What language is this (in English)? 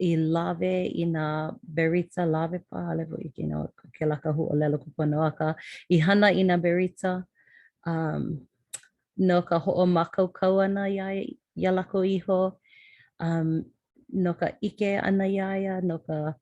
Hawaiian